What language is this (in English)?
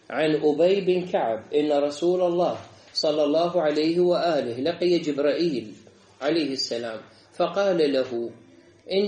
Arabic